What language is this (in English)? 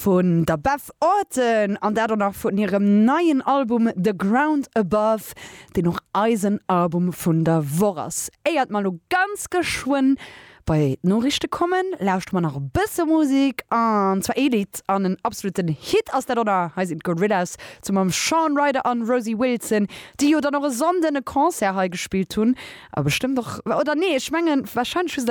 Luxembourgish